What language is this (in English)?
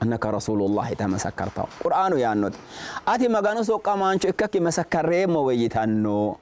Sidamo